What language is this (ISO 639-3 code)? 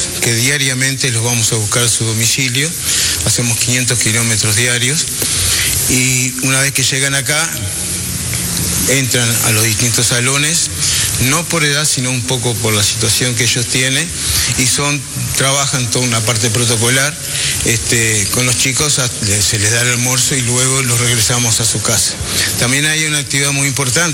spa